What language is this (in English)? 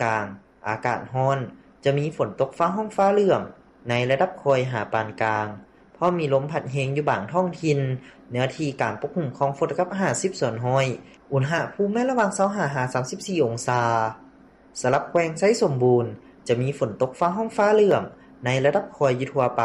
Lao